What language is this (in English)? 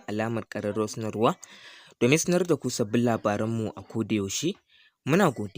Hausa